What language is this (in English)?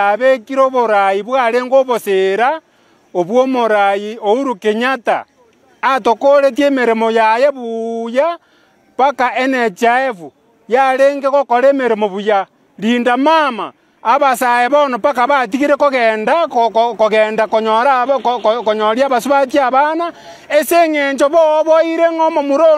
Gusii